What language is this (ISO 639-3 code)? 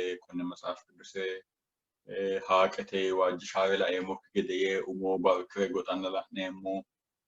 sid